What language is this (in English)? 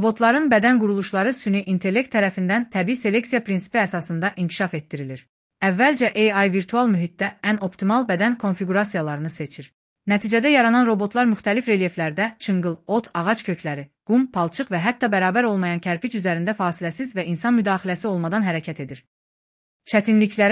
Azerbaijani